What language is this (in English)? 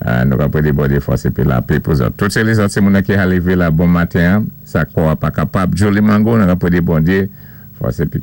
Saint Lucian Creole French